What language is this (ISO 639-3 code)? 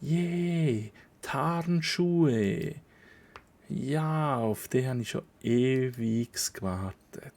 gsw